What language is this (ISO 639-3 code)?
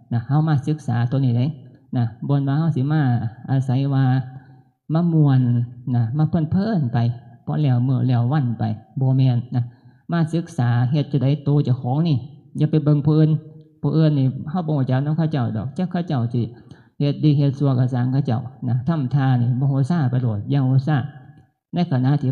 tts